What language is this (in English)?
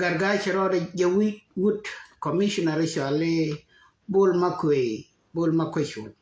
Nuer